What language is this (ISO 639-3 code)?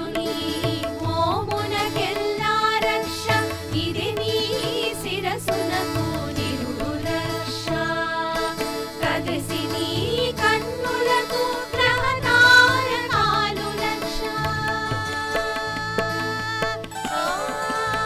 tel